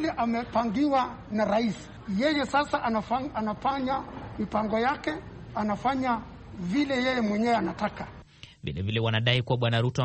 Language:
Swahili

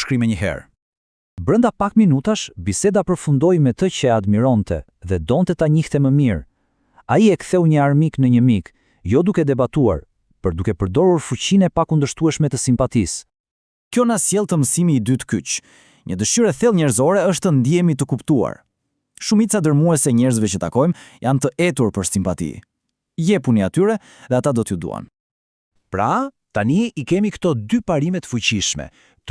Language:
Albanian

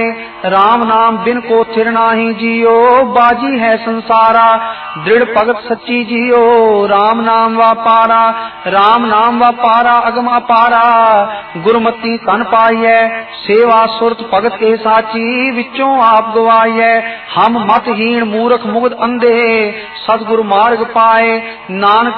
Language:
Punjabi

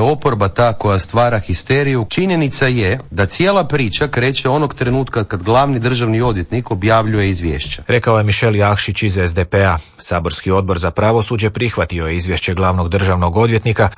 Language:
Croatian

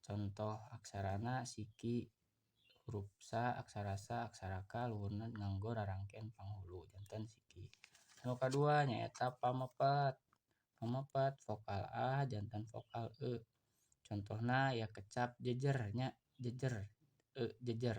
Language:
Sundanese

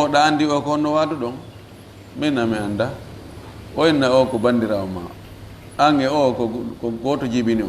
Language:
Fula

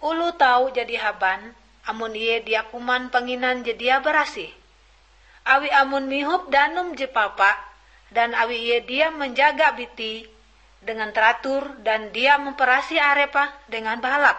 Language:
Ngaju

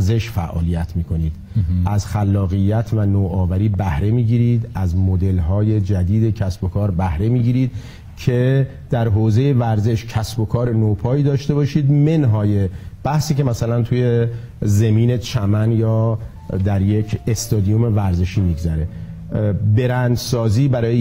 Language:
Persian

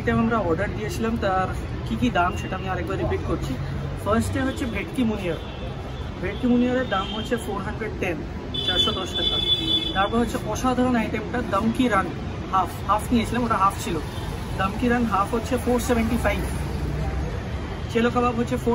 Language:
Bangla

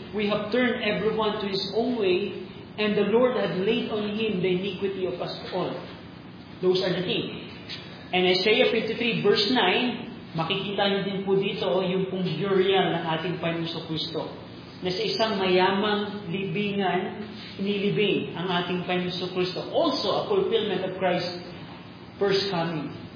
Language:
Filipino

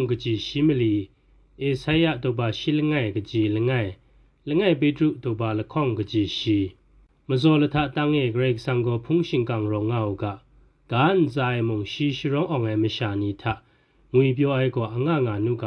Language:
Kachin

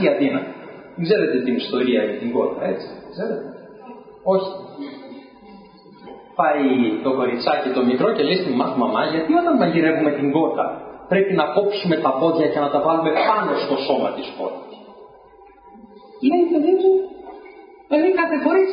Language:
Greek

